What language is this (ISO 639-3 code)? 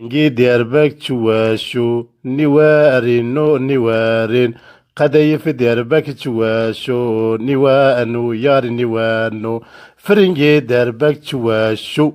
zza